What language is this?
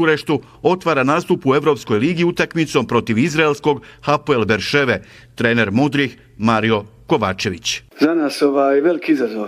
Bosnian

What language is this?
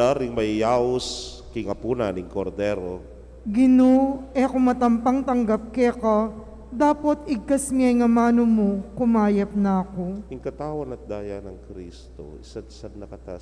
Pampanga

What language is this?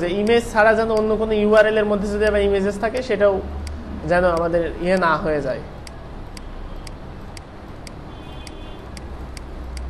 Bangla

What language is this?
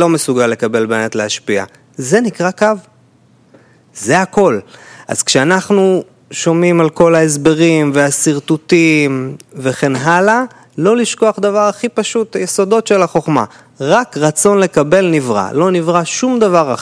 Hebrew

